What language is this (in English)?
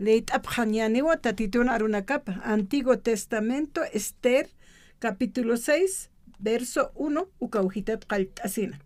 Aymara